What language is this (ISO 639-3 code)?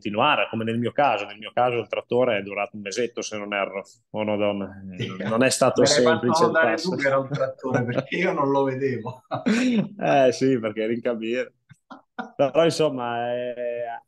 ita